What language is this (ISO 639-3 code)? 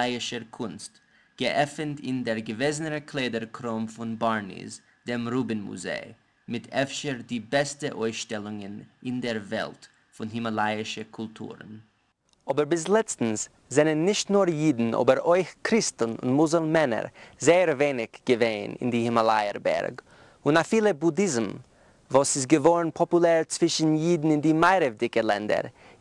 yid